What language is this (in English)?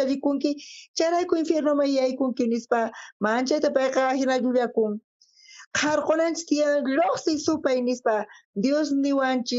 South Bolivian Quechua